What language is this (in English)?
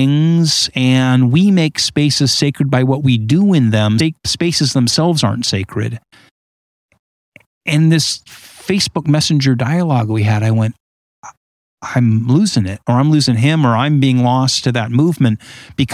English